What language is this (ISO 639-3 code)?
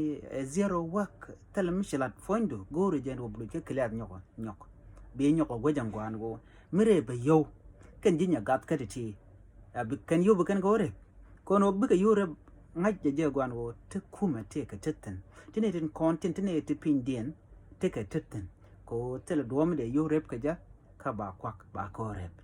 nus